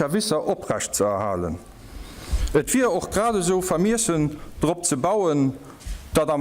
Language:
Luxembourgish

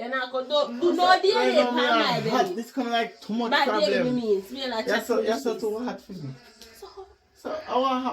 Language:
Jamaican Creole English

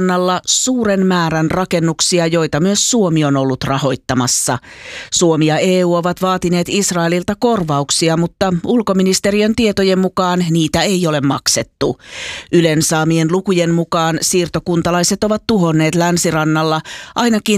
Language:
Finnish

